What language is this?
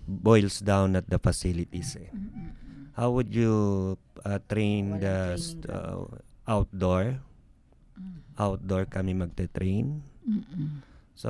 Filipino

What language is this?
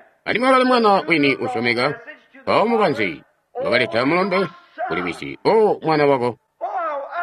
Tonga (Zambia)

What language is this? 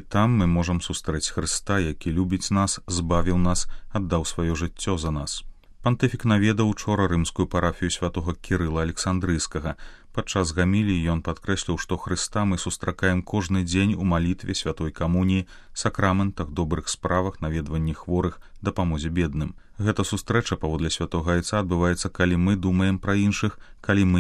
Belarusian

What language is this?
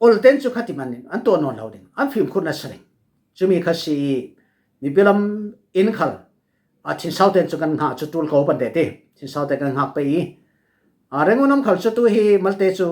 Falam Chin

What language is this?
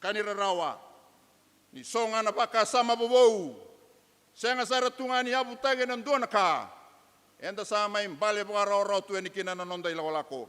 Fijian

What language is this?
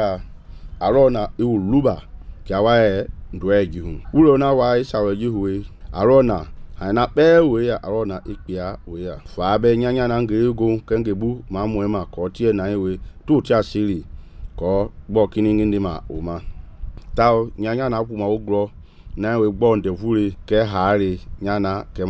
Mende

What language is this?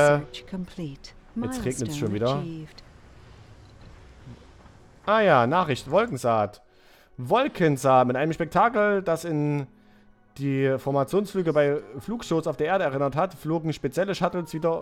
German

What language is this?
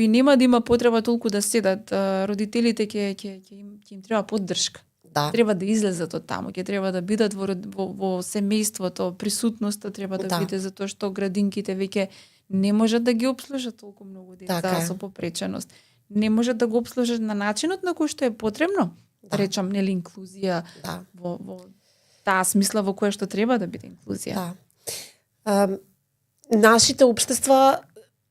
Macedonian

